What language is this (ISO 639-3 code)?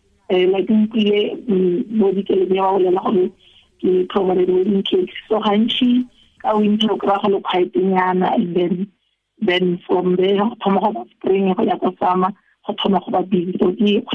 tsn